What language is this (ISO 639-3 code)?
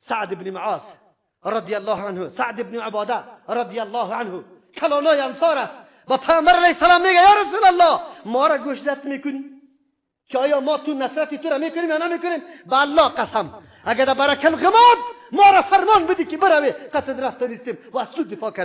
fas